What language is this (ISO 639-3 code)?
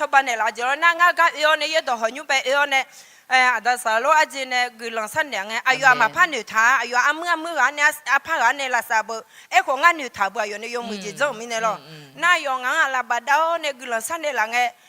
ahk